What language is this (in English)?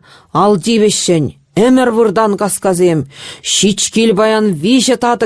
Chuvash